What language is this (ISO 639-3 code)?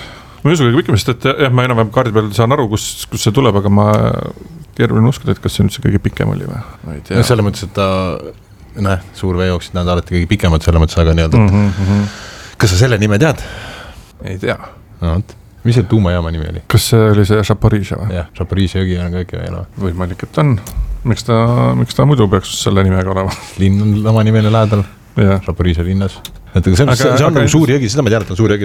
est